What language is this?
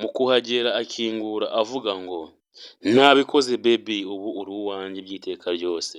Kinyarwanda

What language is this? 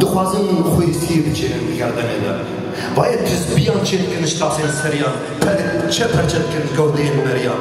Kurdish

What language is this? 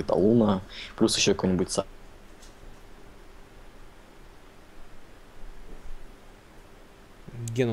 Russian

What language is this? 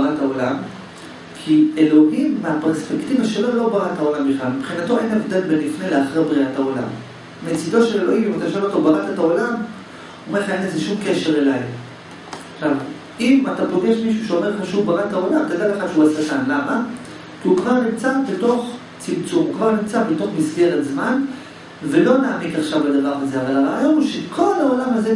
Hebrew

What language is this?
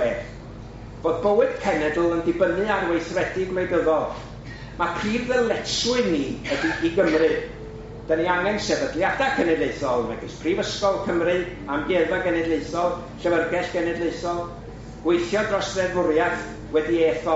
Welsh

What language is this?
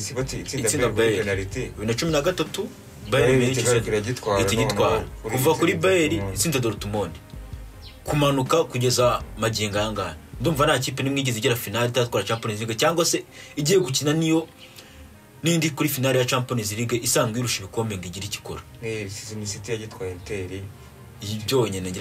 Kinyarwanda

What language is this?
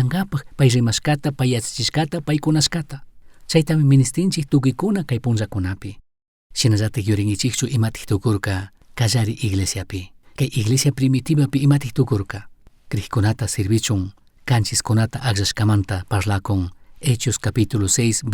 Chimborazo Highland Quichua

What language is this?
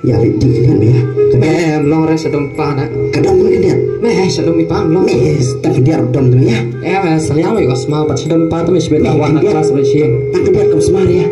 Khasi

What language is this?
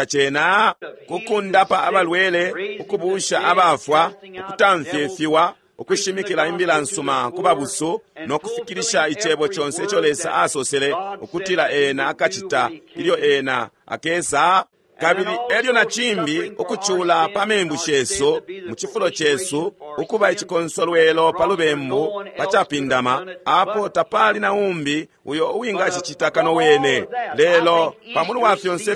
Bemba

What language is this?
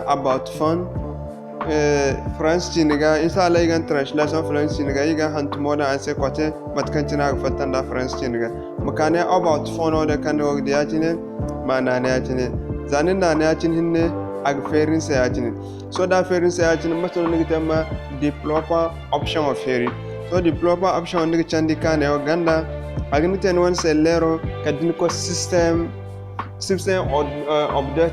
Zarma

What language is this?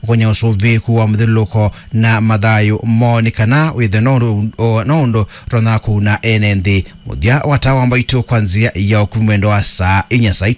Kamba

